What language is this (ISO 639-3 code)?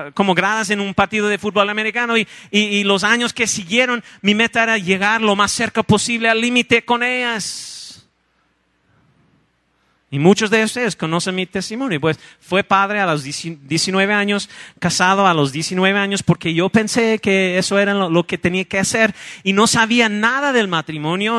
spa